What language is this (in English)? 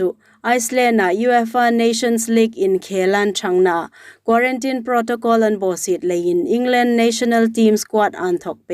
Hmar